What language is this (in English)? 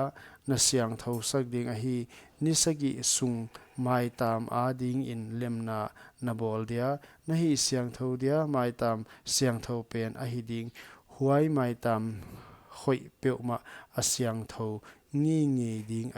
Paite Chin